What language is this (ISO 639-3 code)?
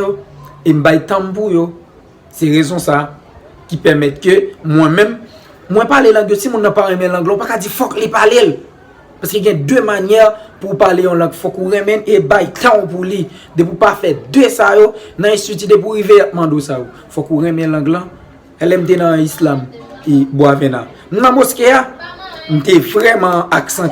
hat